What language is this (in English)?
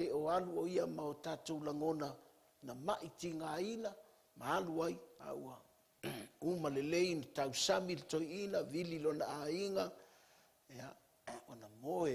Samoan